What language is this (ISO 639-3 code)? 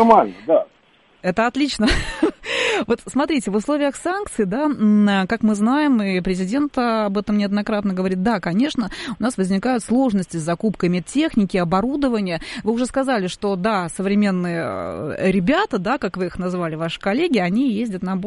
rus